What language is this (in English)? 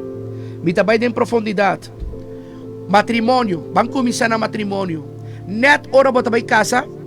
Papiamento